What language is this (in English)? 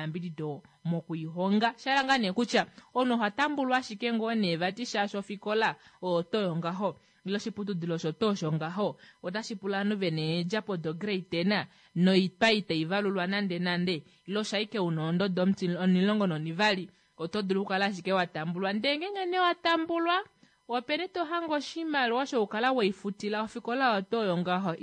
Kuanyama